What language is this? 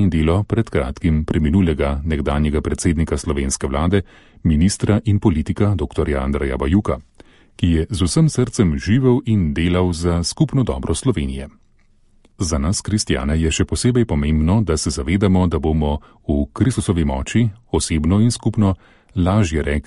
Slovenian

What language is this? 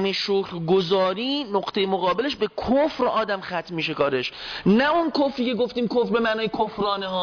Persian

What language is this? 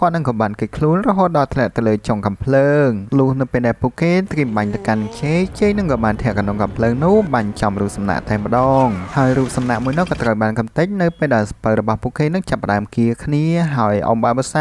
Khmer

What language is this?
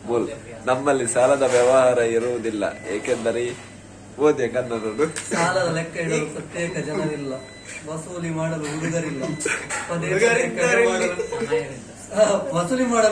Tulu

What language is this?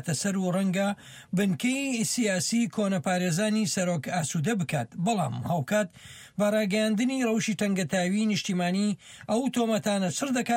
Central Kurdish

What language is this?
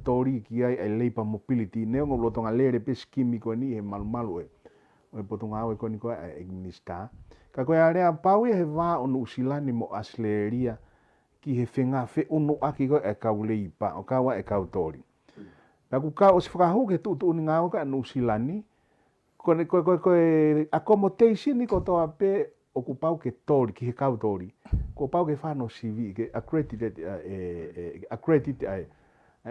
Tongan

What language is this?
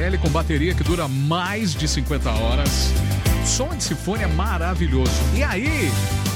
Portuguese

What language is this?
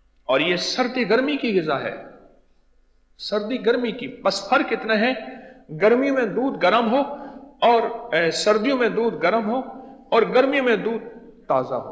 Urdu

